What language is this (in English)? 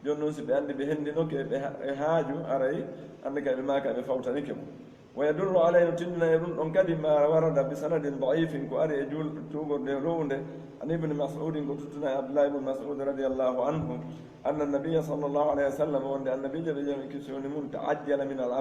Pular